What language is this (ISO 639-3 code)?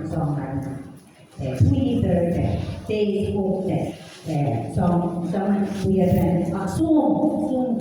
pon